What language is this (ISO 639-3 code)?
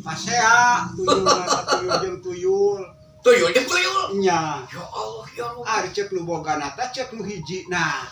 sun